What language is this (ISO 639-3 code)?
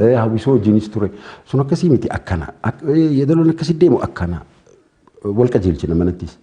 orm